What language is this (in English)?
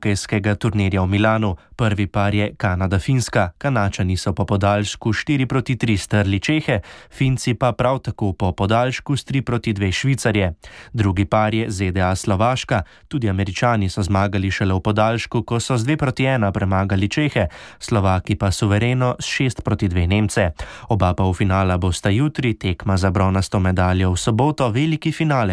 Slovenian